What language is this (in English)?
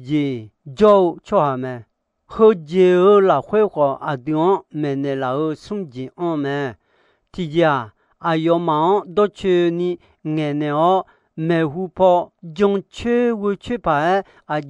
Akha